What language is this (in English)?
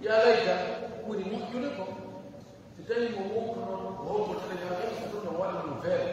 Fula